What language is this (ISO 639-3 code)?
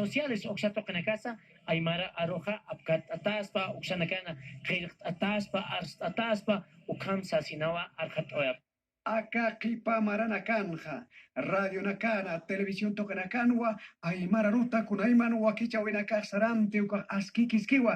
aym